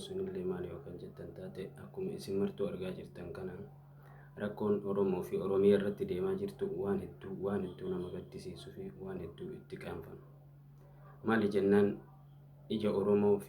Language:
Oromo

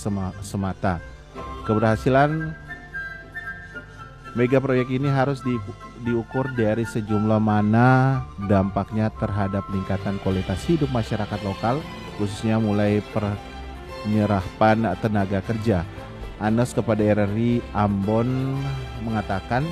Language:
Indonesian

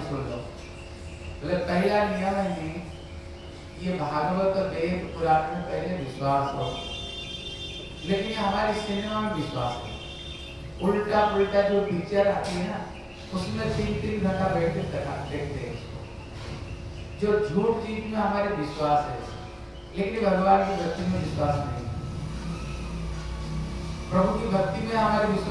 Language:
Hindi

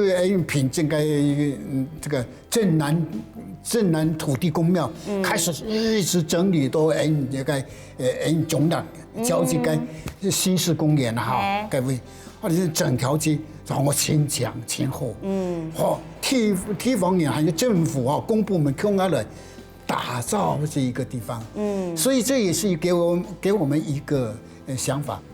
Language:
Hakka Chinese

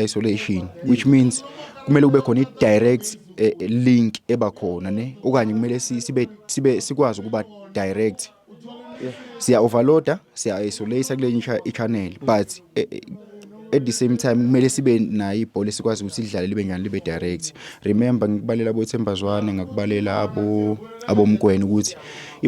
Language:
Zulu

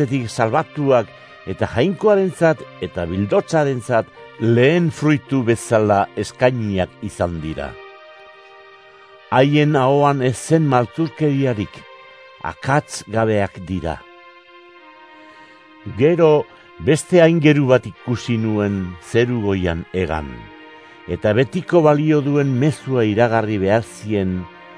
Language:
Basque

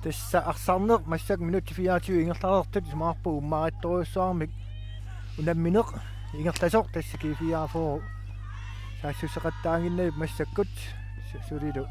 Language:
Kalaallisut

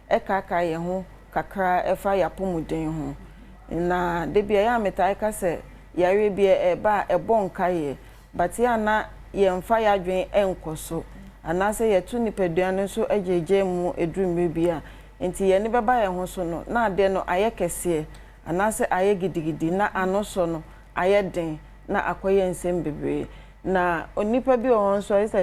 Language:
Akan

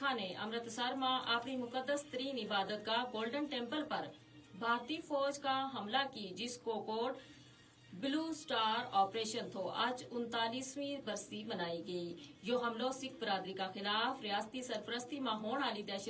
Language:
Gujari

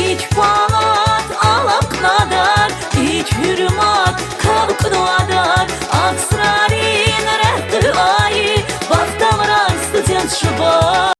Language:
Tabassaran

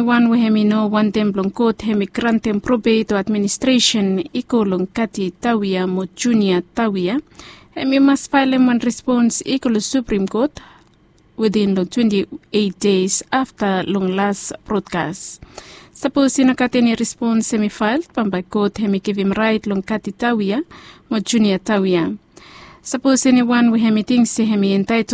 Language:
Bislama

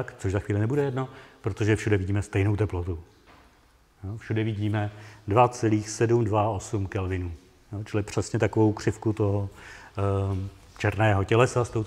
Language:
Czech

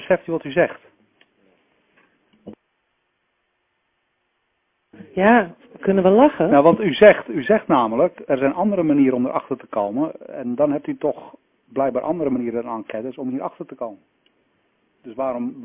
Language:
Dutch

